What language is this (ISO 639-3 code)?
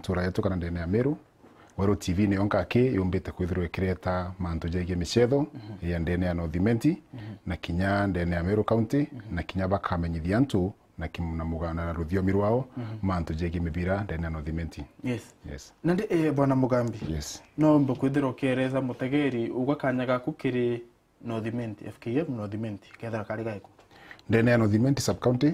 mer